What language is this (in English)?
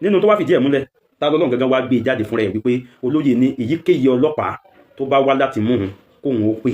Yoruba